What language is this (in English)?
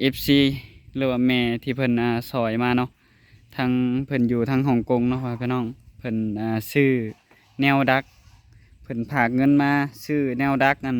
Lao